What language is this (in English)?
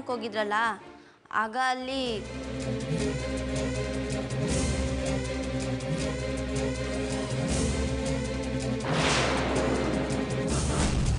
Kannada